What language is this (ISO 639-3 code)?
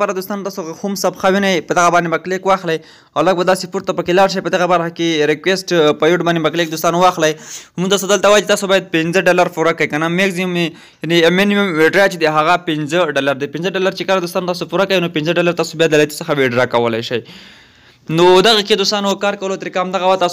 pus